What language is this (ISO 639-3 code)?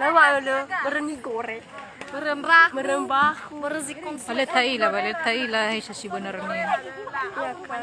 nia